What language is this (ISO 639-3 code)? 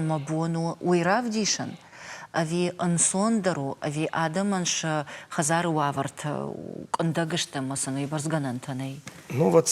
oss